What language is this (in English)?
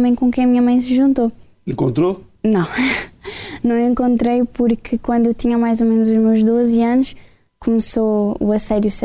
Portuguese